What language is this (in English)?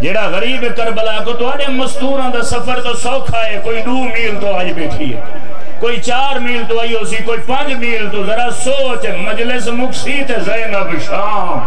Saraiki